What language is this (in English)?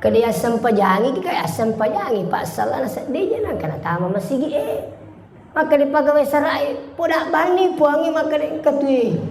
Buginese